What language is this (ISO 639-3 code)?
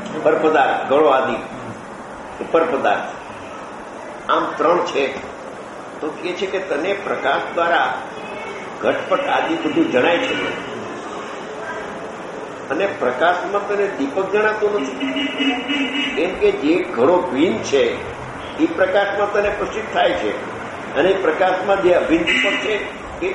guj